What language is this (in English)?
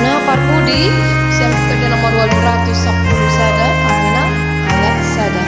Batak Toba